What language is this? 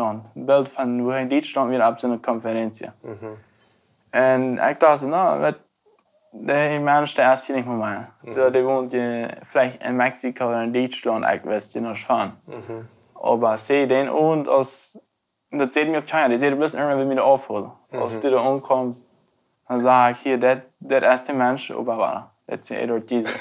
Plautdietsch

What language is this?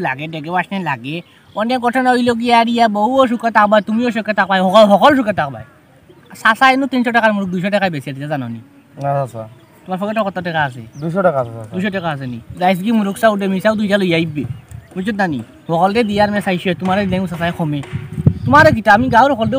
Sylheti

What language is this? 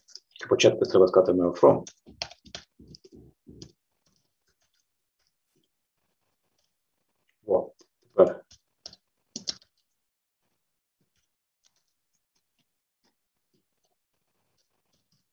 Ukrainian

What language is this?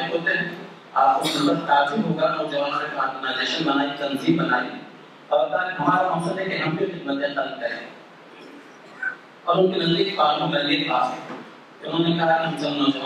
Urdu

